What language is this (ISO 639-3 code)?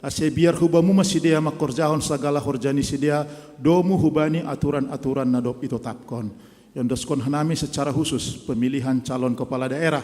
bts